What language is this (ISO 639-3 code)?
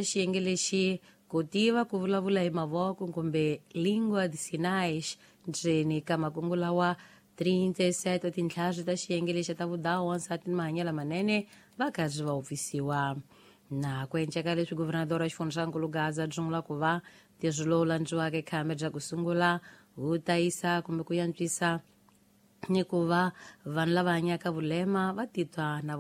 tso